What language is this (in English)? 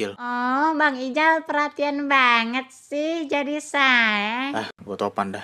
Betawi